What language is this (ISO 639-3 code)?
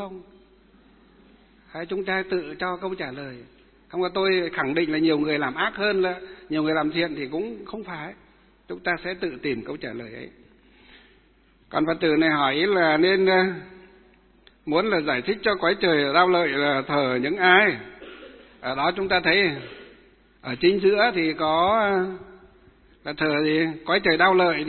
vie